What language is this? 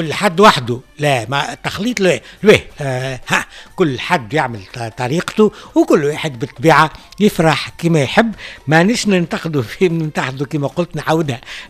Tunisian Arabic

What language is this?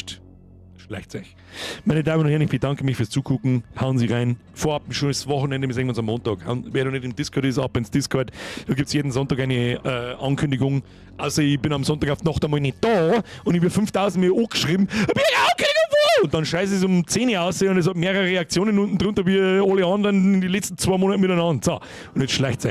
Bavarian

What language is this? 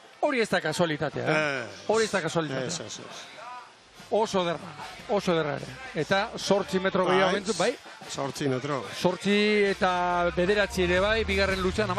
Basque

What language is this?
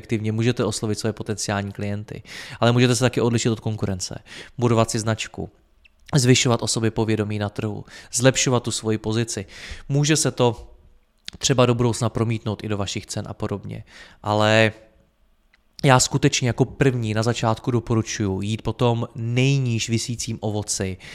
Czech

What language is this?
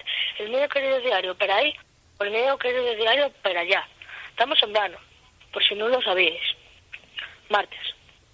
Asturian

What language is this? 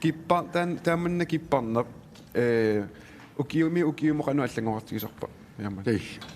Kalaallisut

